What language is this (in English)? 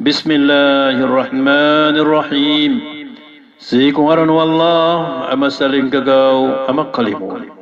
Maranao